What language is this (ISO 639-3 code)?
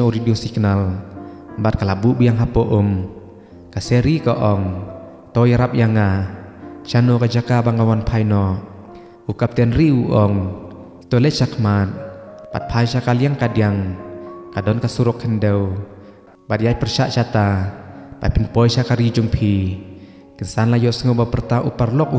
kha